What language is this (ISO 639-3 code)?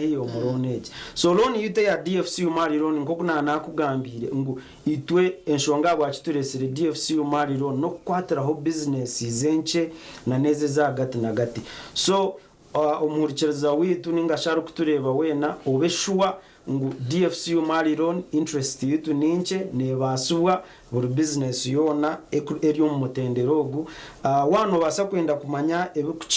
nyn